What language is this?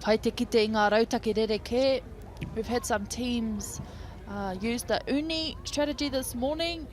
Māori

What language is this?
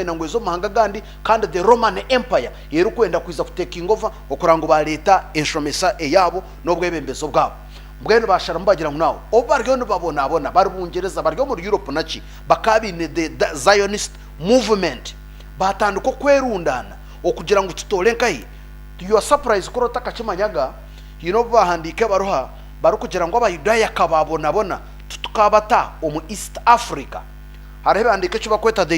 Nyankole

